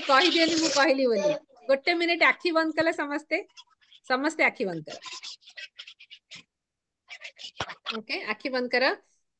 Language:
Odia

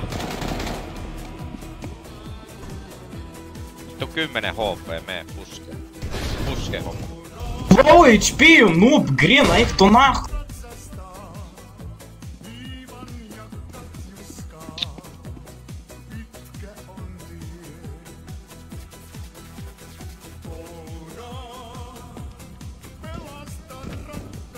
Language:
Finnish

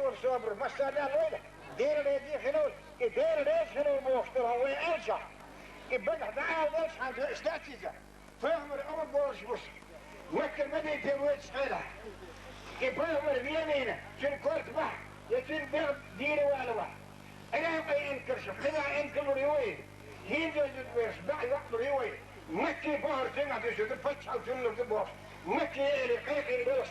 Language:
Chechen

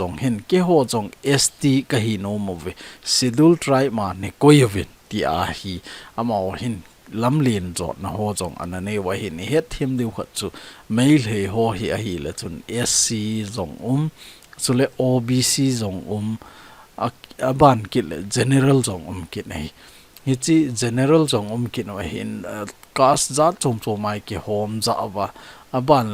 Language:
Thado Chin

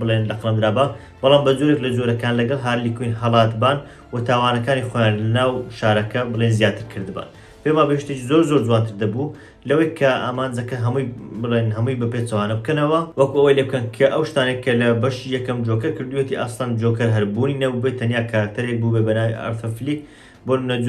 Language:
Central Kurdish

